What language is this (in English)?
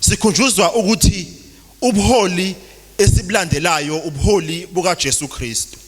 Zulu